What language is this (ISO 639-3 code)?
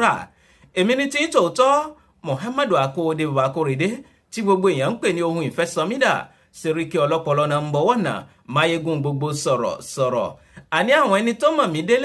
yor